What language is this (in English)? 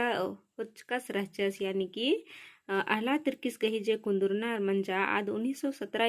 Kurukh